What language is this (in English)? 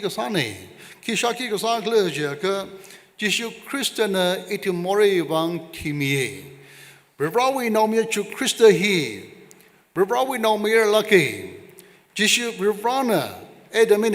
Tangkhul Naga (India)